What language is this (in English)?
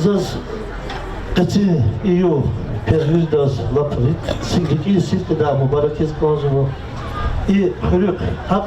Lezghian